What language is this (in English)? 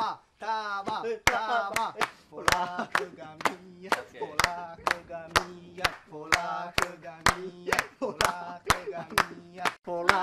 Nias